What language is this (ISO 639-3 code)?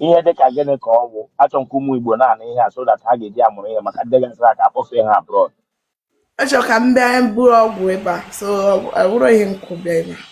ibo